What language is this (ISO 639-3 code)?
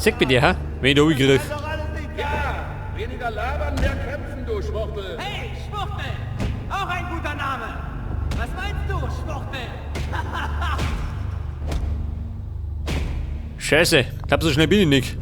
bar